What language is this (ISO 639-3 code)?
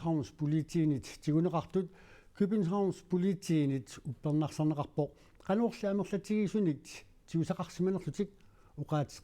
kal